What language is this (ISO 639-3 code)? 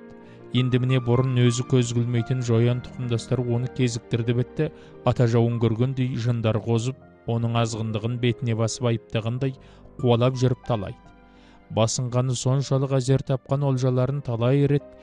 kaz